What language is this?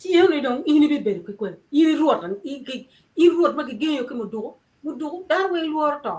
Acoli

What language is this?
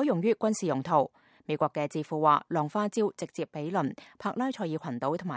Cantonese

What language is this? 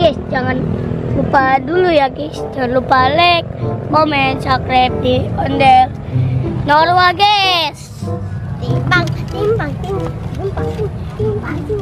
Betawi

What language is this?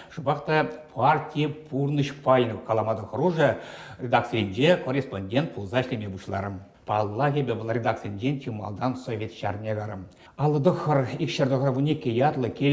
Chuvash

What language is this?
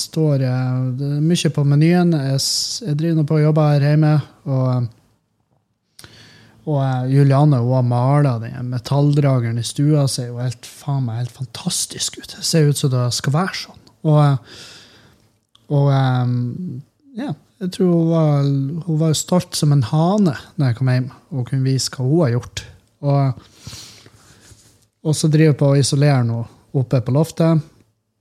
Norwegian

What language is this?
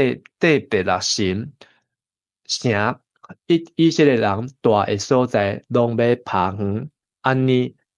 Min Nan Chinese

